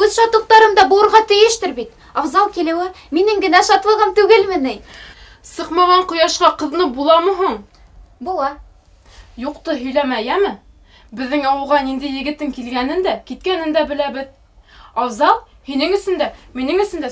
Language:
Bashkir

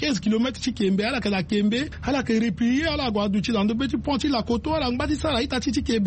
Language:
Sango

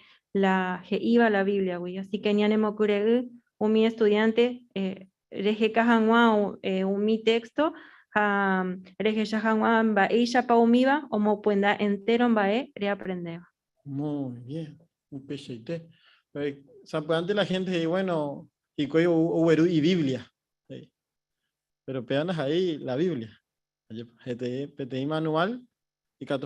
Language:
Guarani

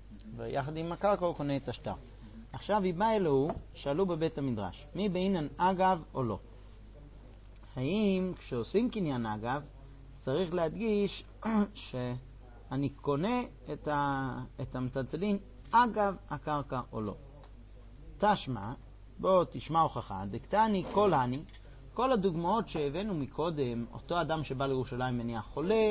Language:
Hebrew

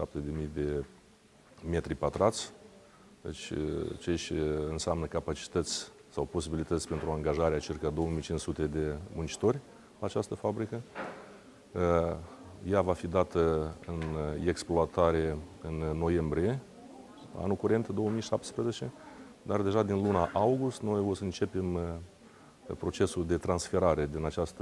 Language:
Romanian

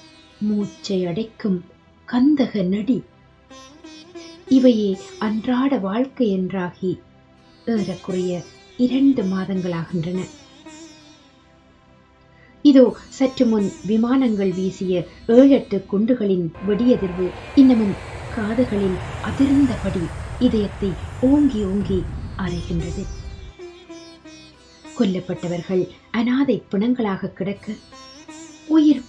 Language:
Tamil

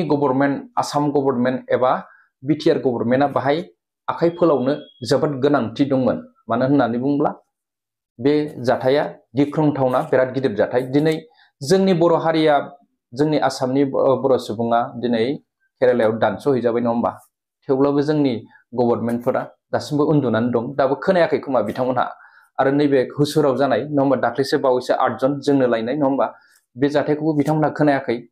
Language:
Bodo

